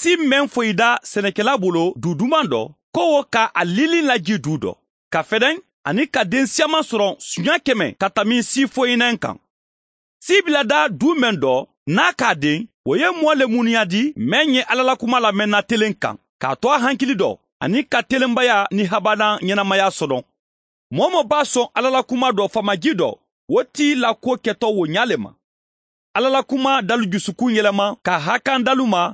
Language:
Mandingo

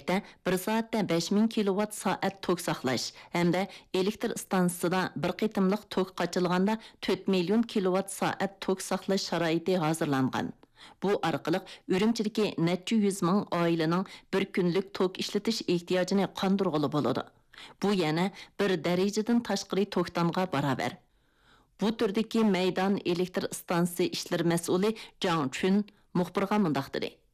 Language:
Uyghur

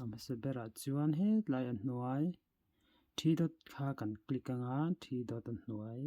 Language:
Mizo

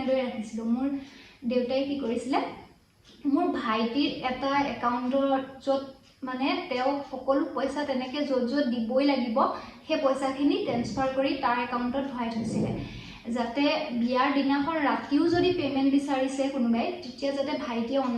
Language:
Assamese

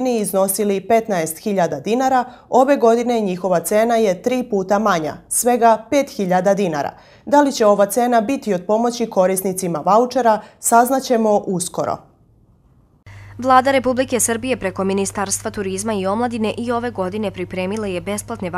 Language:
Serbian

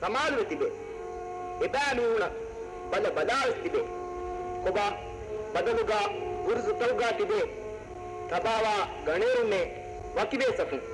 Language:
Divehi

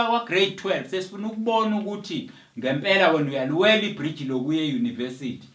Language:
Zulu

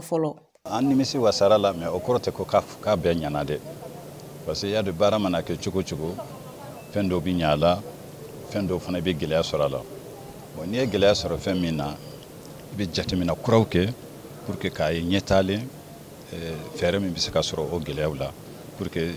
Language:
Bambara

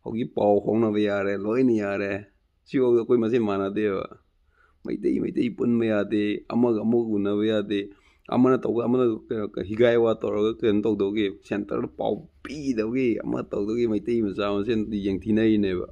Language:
Manipuri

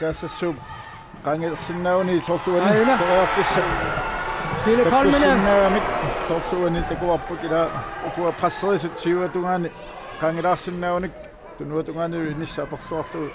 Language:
Kalaallisut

